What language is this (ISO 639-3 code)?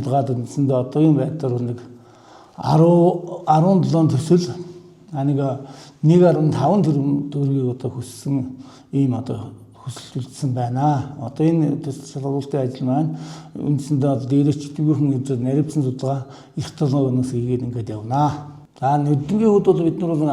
mon